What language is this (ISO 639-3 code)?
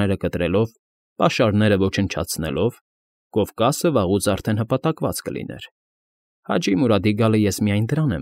hye